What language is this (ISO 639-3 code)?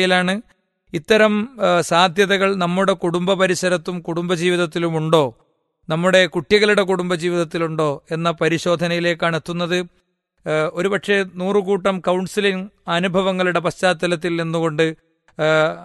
mal